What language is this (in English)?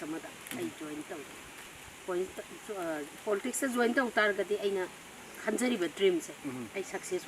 Manipuri